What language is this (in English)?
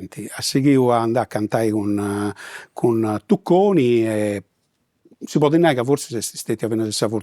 Sardinian